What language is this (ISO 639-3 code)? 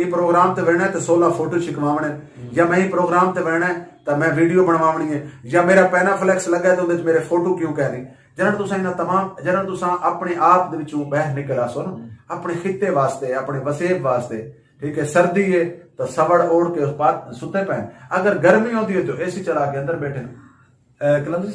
skr